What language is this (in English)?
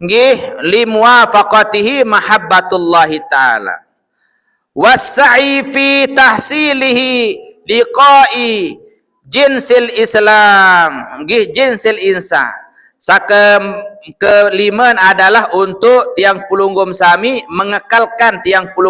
Sasak